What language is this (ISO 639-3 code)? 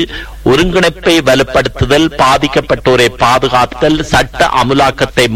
tam